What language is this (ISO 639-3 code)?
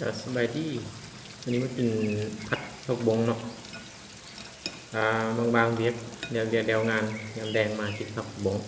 lao